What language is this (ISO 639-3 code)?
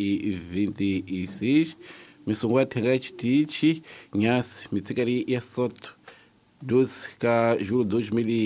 tso